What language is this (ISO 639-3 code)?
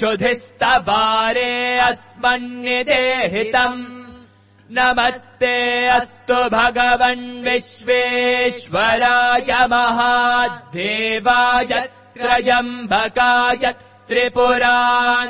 san